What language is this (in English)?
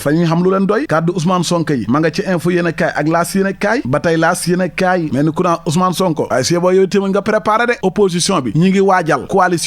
Wolof